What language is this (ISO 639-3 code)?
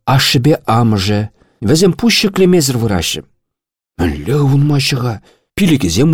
chv